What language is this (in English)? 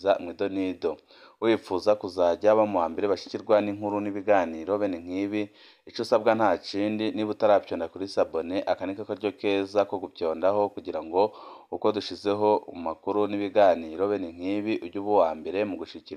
Rundi